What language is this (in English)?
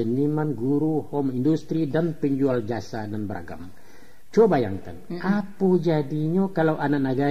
Minangkabau